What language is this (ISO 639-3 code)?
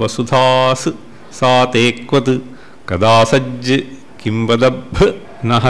san